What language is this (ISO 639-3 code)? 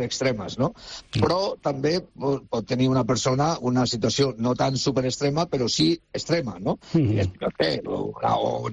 cat